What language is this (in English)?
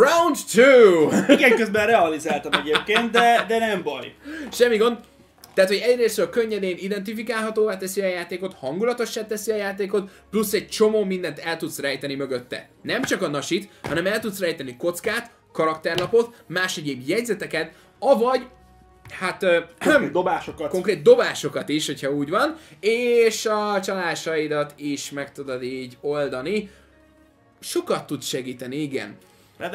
Hungarian